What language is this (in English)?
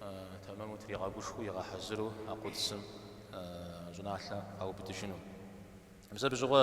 Kabardian